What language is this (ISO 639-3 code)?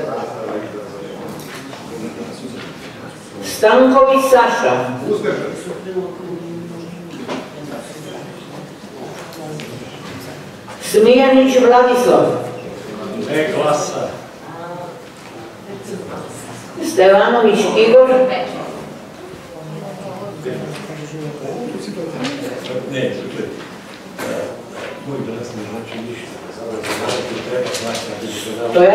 srp